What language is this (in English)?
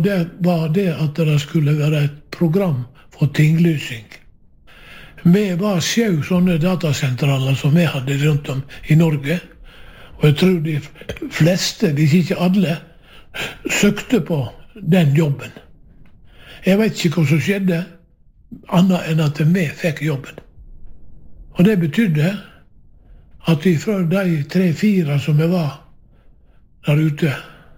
Norwegian